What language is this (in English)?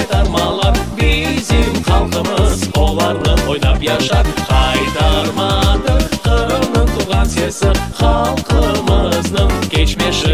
Crimean Tatar